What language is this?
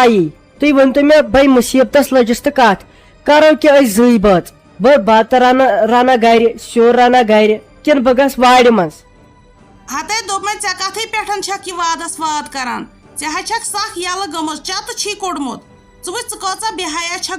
Kashmiri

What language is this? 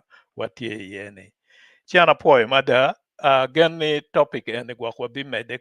Acoli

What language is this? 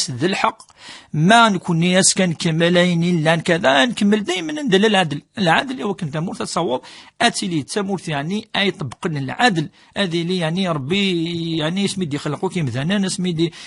Kabyle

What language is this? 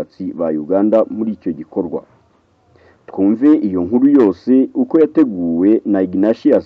Kinyarwanda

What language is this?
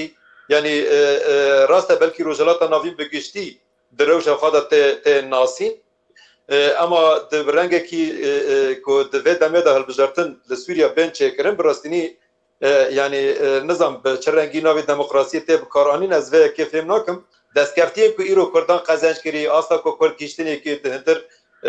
Kurdish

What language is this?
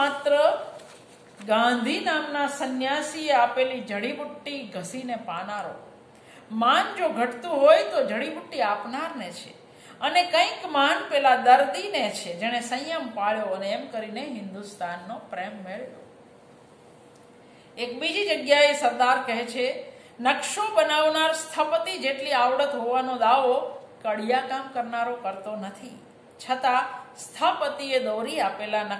Gujarati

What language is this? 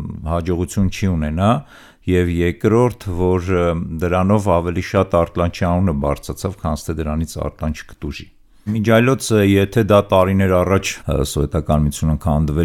Armenian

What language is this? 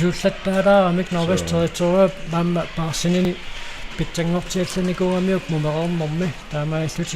Kalaallisut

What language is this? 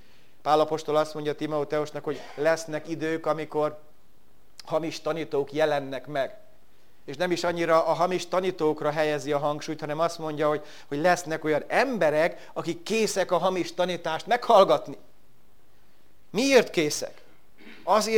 Hungarian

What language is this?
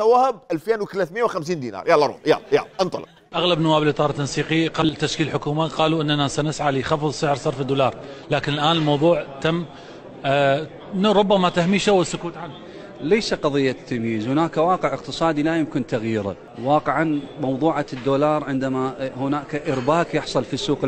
Mesopotamian Arabic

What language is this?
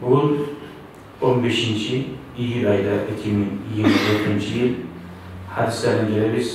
Kumyk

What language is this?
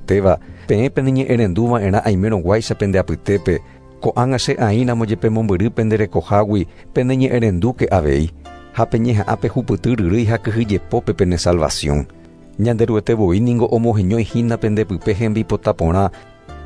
Guarani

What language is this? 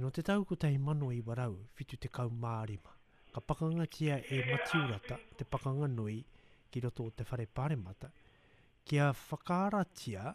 Māori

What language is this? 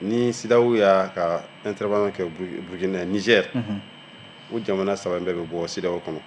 Bambara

